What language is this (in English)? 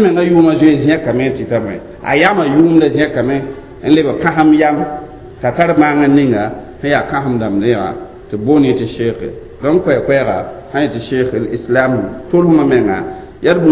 Mossi